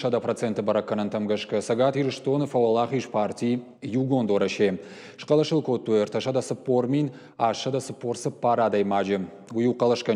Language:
Ossetic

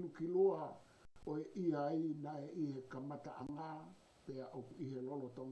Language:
Tongan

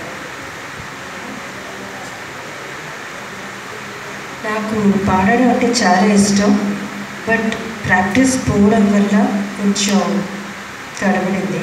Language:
Telugu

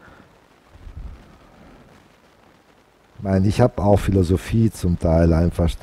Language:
German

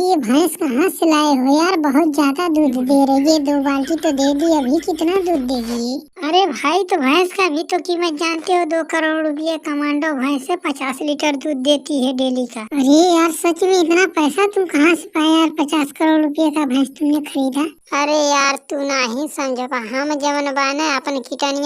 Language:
Bhojpuri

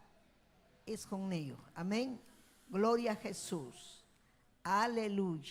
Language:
Ayacucho Quechua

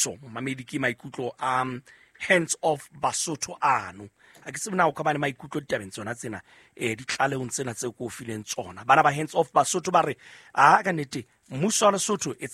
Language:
Southern Sotho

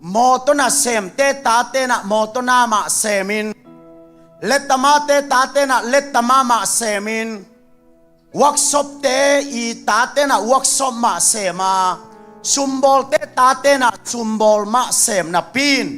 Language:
Tedim Chin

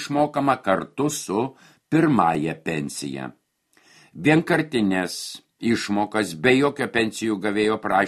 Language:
Lithuanian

